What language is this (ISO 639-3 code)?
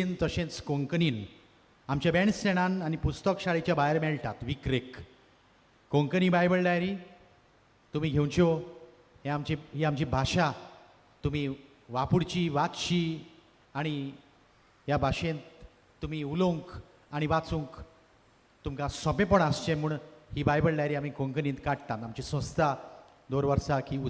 kok